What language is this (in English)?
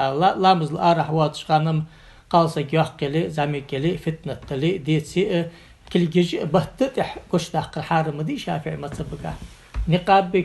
Ingush